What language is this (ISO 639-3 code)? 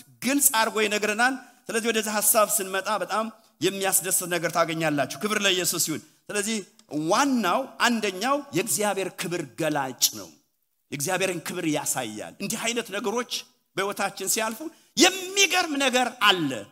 amh